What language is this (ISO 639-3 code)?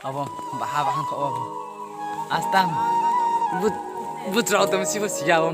ria